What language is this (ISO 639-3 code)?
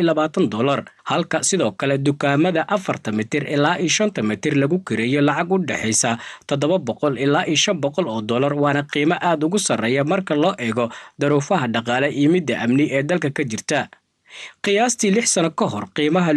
som